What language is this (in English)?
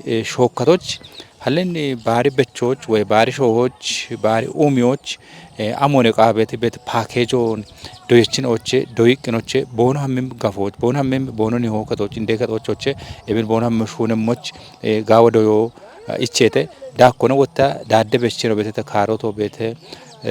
Kafa